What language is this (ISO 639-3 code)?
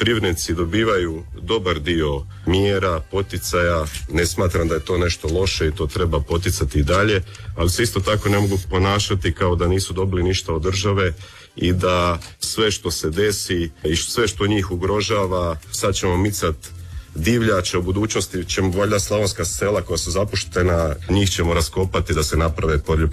hrv